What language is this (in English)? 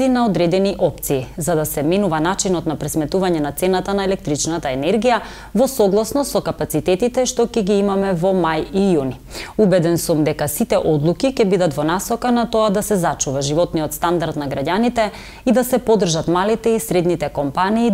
Macedonian